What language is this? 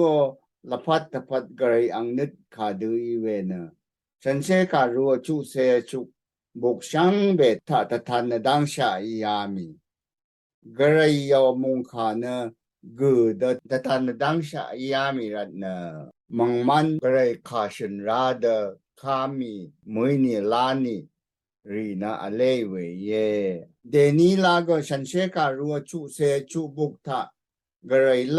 Rawang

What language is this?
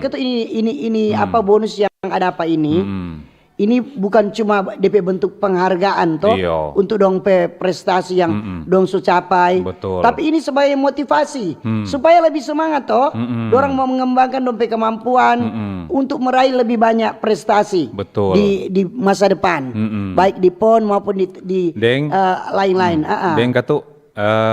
Manado Malay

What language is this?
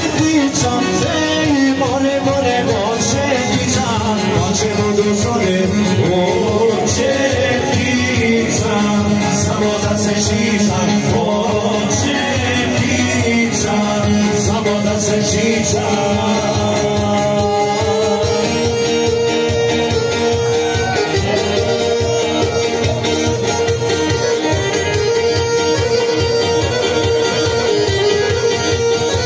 Croatian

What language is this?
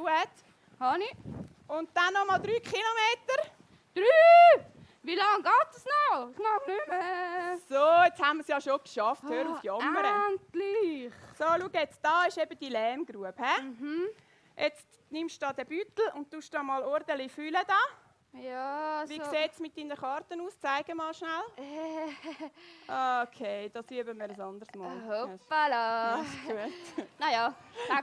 Swiss German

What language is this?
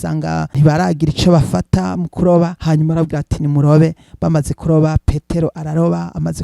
Rundi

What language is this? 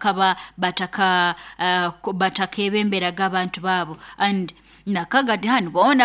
Nyoro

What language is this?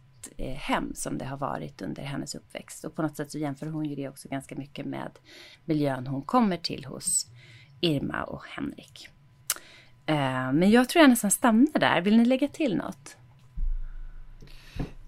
Swedish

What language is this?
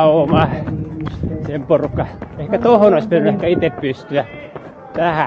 Finnish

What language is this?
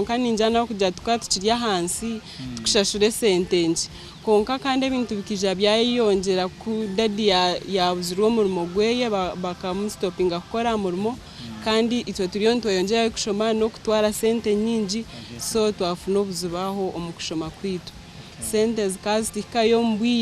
Nyankole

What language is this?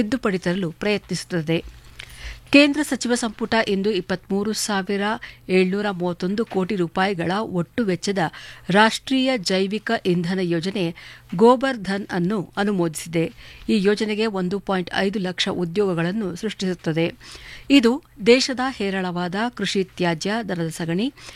Kannada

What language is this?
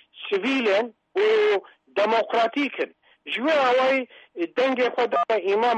Kurdish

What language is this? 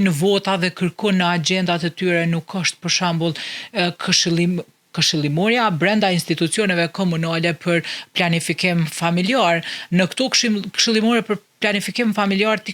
Albanian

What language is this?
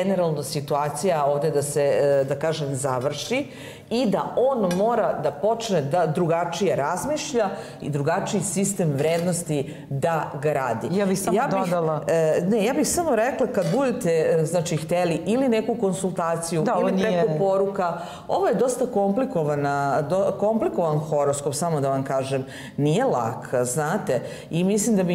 Serbian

